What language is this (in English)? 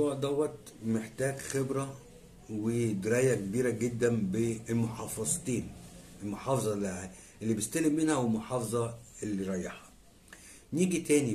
Egyptian Arabic